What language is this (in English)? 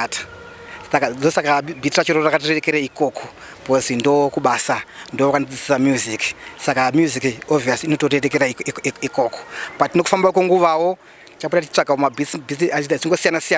Shona